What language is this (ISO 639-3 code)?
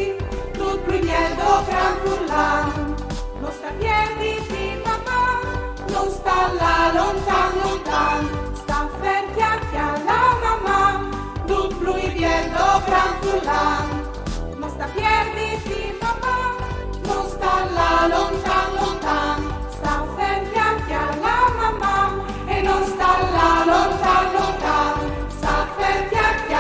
fur